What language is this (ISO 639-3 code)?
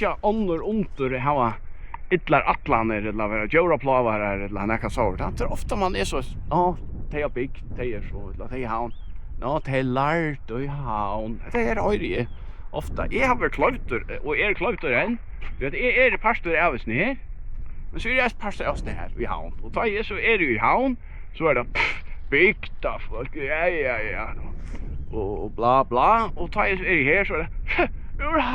fao